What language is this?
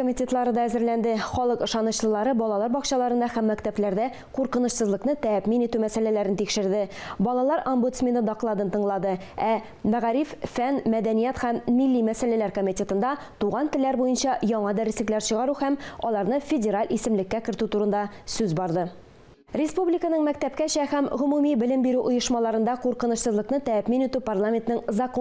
Tatar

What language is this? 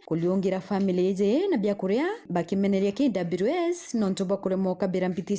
Meru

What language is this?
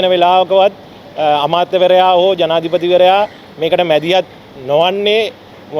Sinhala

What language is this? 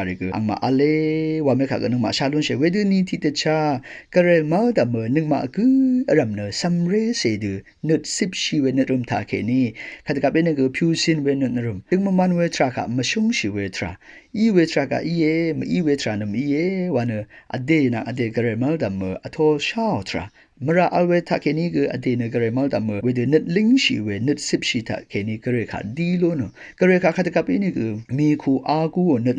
Rawang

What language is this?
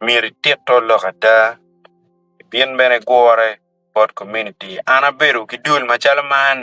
Acoli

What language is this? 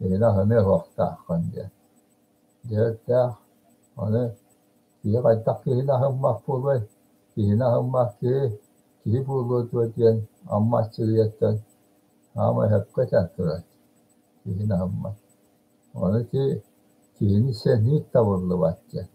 Yakut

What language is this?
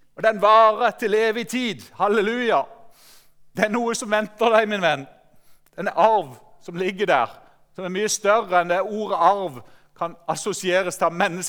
Norwegian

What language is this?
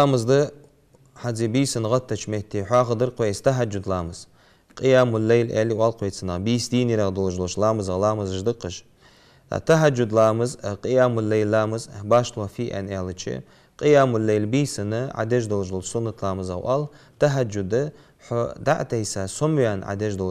Ingush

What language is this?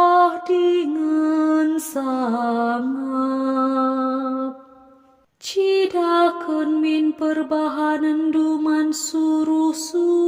Batak Karo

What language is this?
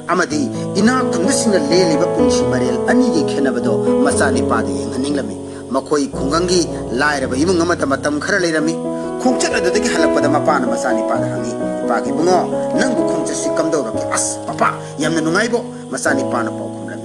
Manipuri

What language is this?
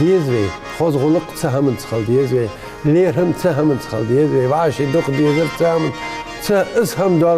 Ingush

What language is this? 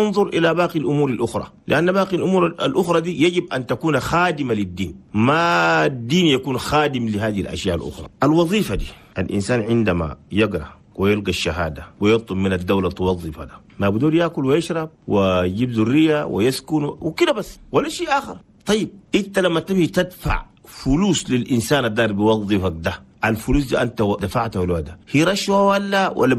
Chadian Arabic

